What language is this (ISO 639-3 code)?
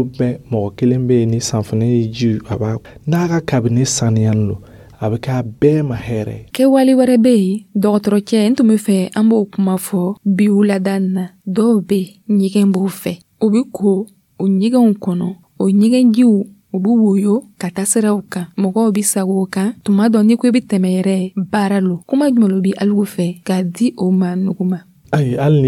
dyu